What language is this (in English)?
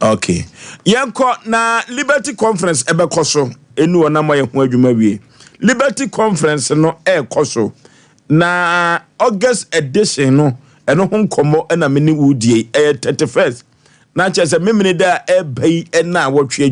Akan